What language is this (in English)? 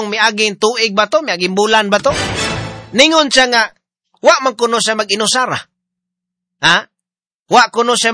Cebuano